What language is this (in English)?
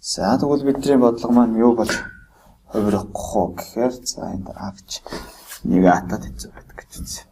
Mongolian